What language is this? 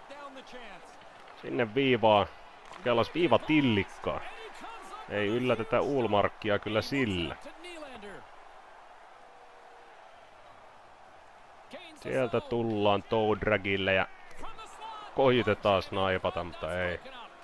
Finnish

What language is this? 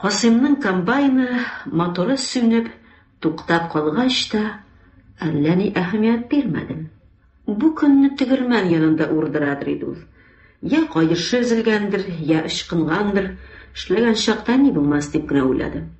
Tatar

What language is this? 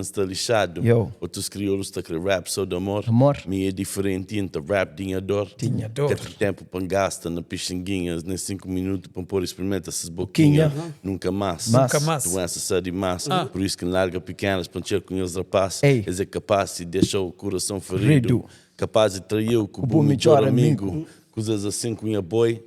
Kabuverdianu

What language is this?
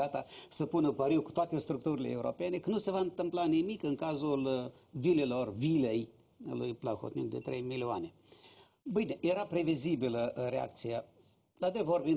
Romanian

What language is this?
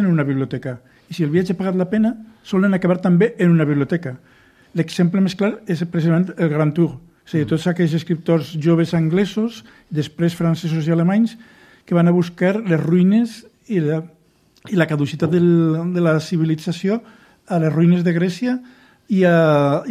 Catalan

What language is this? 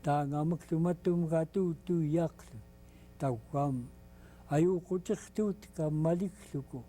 Central Yupik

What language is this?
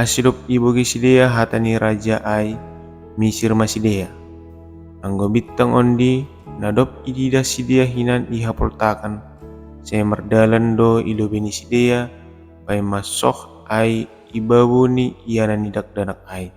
Batak Simalungun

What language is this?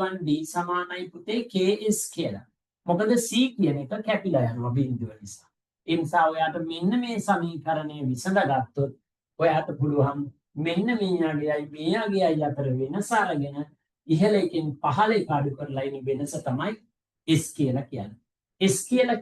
Sinhala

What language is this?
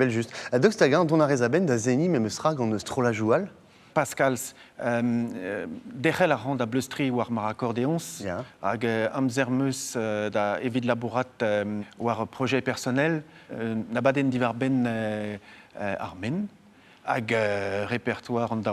Breton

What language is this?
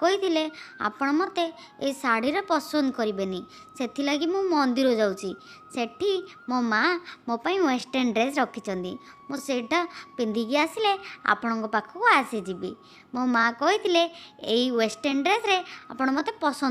Odia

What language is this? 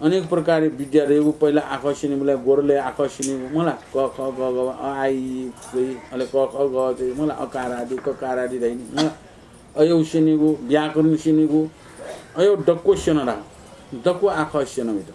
Newari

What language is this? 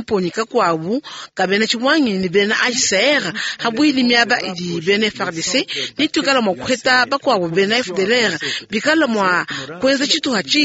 Luba-Lulua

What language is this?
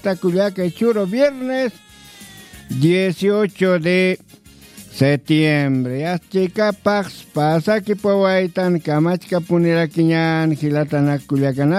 Aymara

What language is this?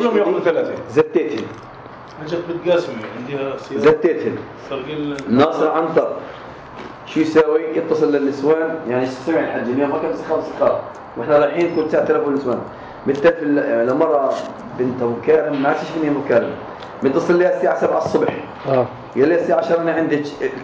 North Levantine Arabic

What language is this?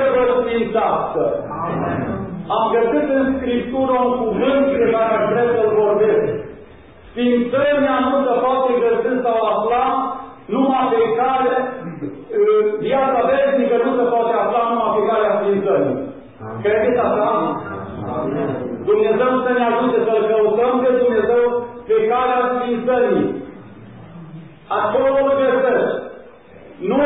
Romanian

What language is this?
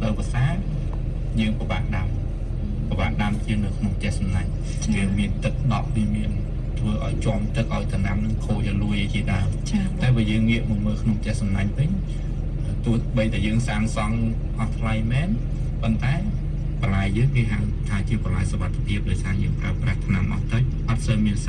Khmer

